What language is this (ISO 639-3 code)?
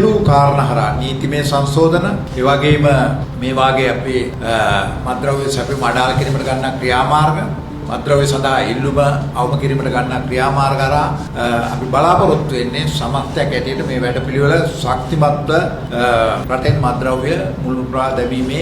sin